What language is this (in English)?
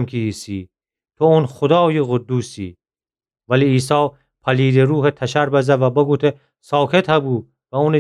Gilaki